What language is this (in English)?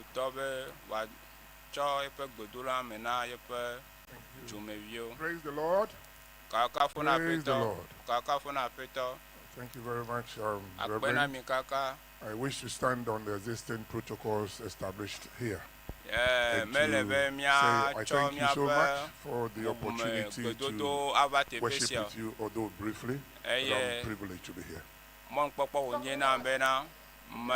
Ewe